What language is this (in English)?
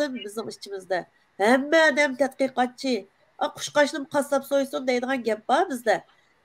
Uyghur